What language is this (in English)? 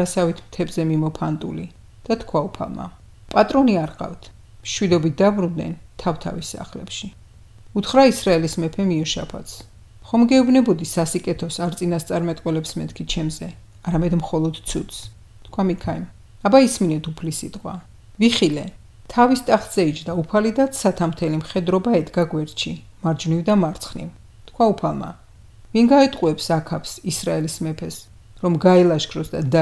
Georgian